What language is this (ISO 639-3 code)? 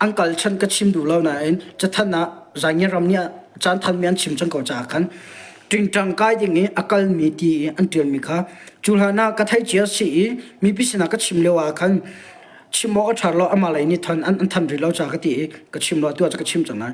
cnh